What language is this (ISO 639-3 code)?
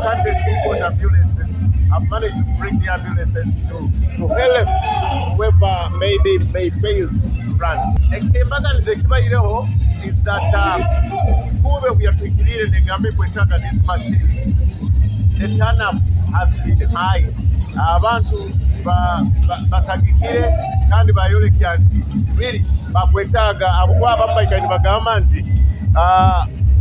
nyo